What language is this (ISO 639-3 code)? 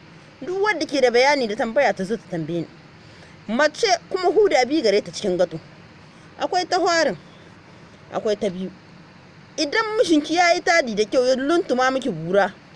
hau